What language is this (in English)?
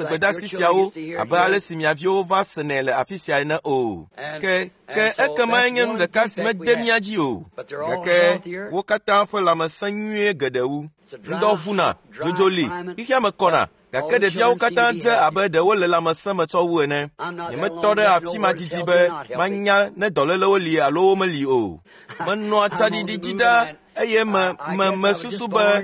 Ewe